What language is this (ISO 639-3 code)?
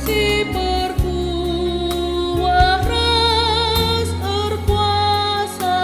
btx